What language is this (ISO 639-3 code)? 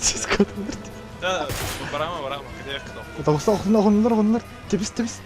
sah